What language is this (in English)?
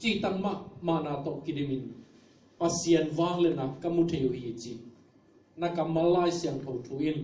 Tedim Chin